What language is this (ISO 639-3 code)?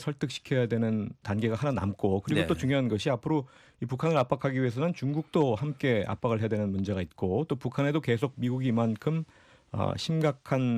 kor